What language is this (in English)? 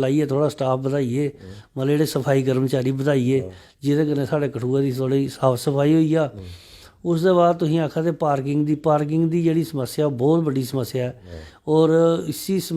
Dogri